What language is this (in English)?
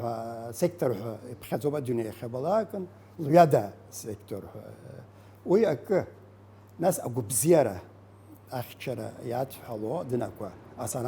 Abkhazian